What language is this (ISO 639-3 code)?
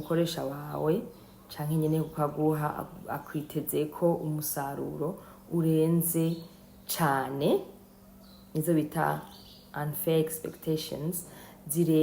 run